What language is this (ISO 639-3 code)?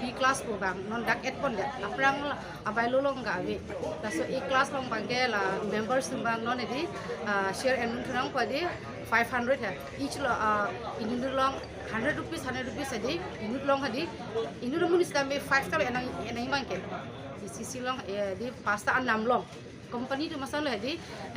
mjw